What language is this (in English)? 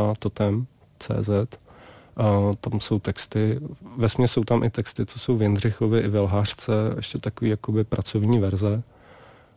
Czech